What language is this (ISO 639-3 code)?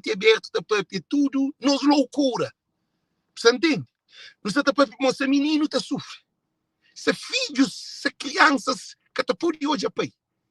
kea